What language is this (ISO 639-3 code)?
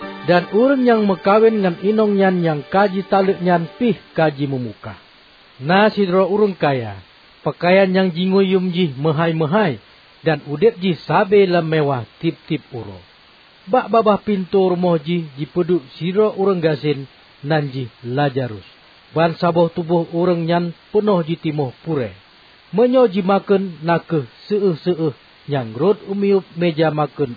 ace